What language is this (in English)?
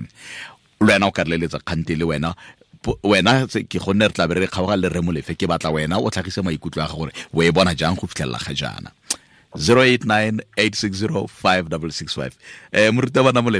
Tswana